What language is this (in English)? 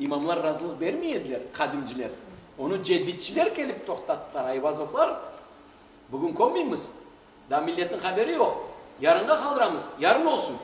Crimean Tatar